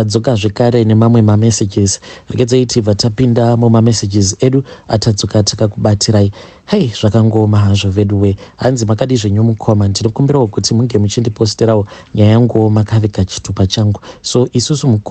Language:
Shona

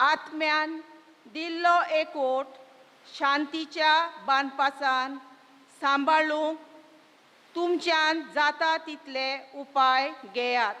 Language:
Konkani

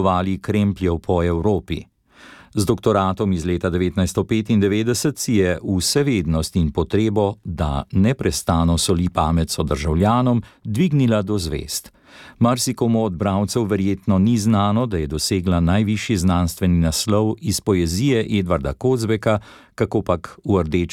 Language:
Slovenian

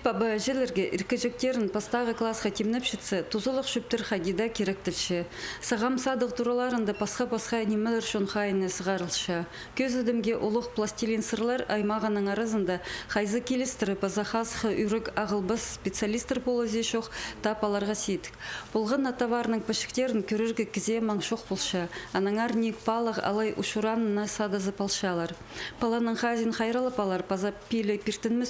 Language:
Khakas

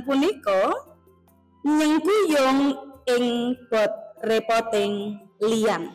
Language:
Javanese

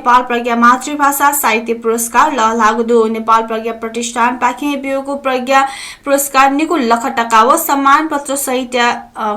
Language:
Newari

